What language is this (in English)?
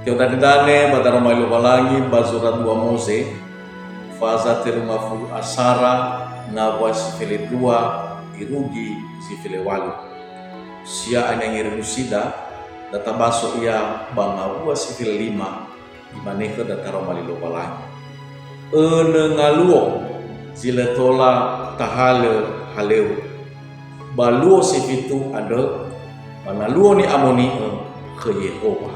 Nias